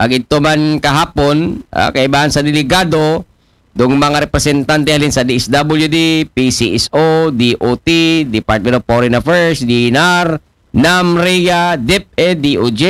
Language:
Aklanon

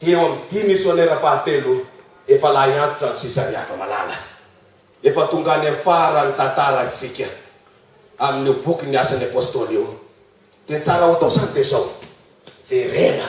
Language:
Malagasy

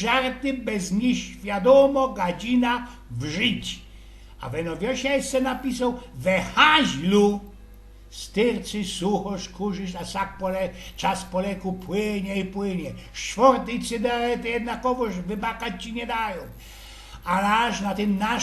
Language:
Silesian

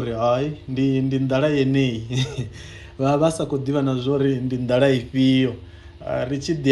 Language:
Venda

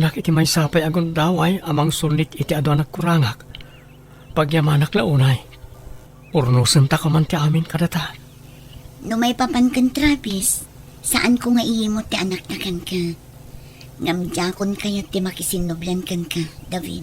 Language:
Iloko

